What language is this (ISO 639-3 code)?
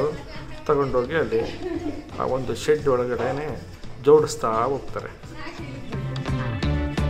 kan